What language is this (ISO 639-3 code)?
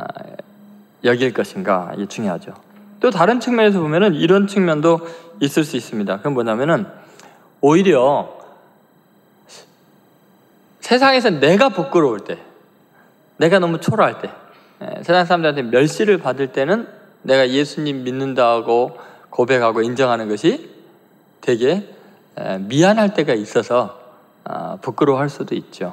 kor